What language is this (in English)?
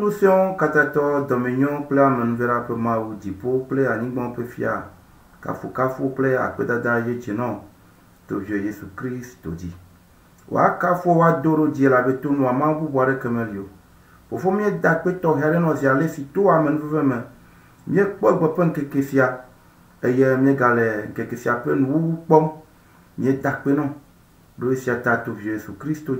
Ewe